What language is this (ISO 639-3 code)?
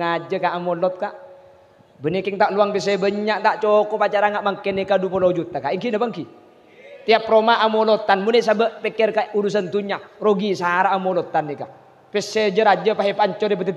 mad